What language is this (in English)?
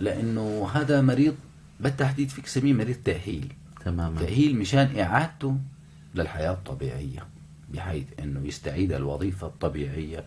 North Levantine Arabic